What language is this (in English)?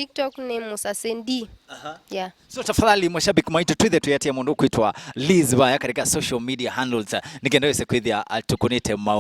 Kamba